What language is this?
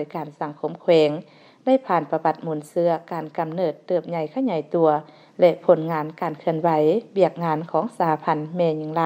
Lao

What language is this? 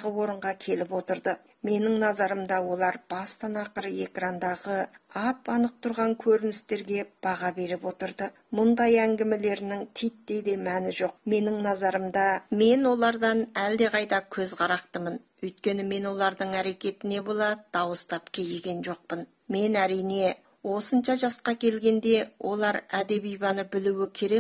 Kazakh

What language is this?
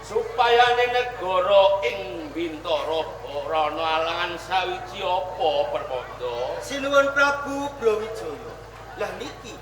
Javanese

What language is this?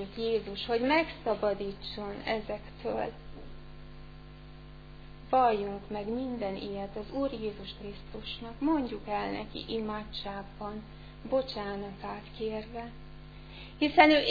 Hungarian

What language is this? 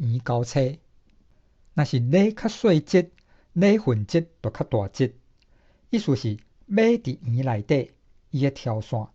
Min Nan Chinese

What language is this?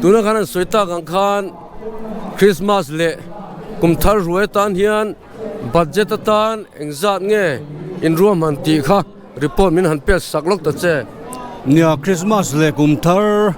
Mizo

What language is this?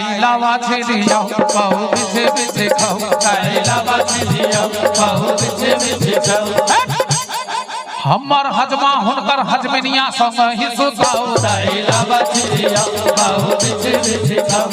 Maithili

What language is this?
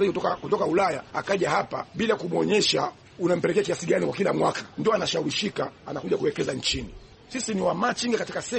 Swahili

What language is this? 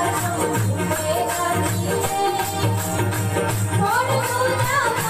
Gujarati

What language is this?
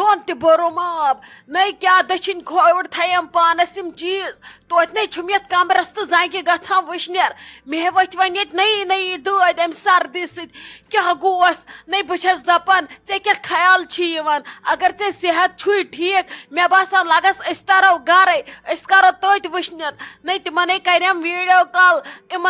Kashmiri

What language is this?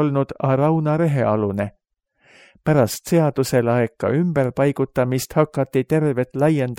Estonian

